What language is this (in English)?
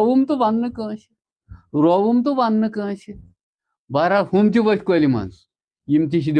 Kashmiri